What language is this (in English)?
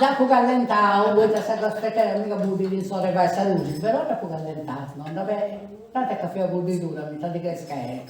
Sardinian